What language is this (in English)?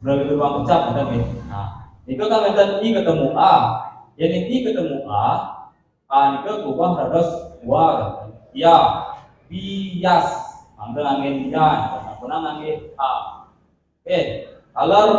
Balinese